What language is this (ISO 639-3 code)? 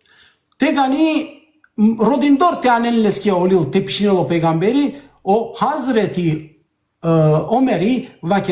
rmn